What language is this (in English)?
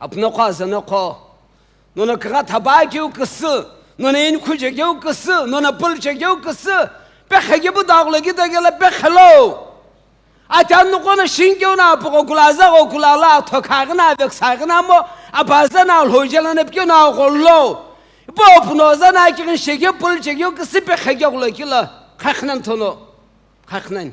Sumi Naga